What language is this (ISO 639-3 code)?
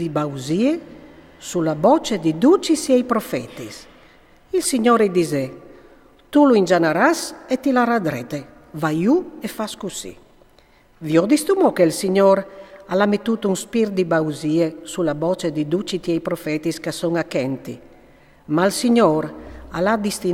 fur